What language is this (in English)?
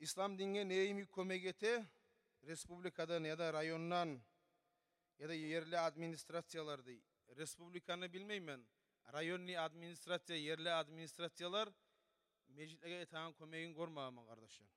Kumyk